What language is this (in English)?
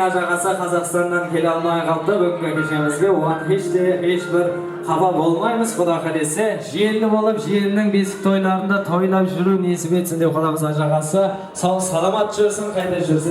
Kara-Kalpak